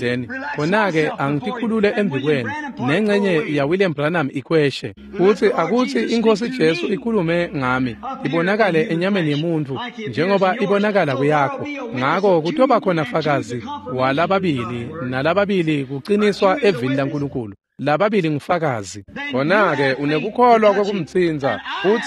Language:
Swati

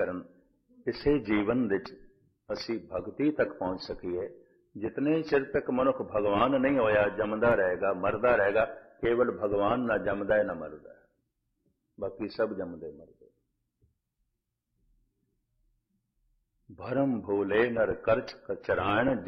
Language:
Punjabi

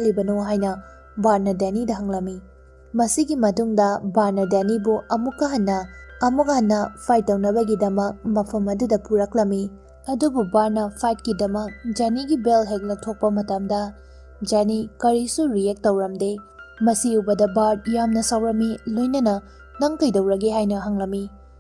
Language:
Manipuri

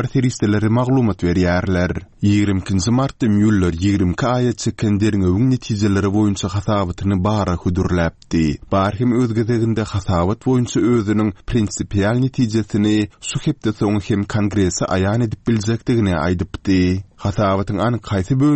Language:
Kyrgyz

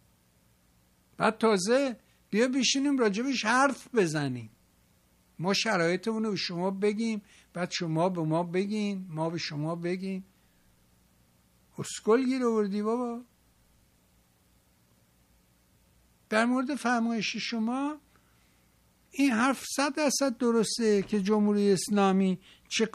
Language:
Persian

